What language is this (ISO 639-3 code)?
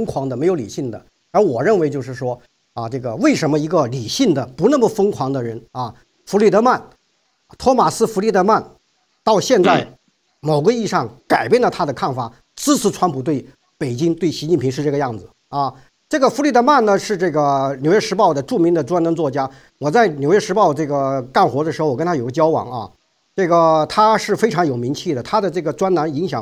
zho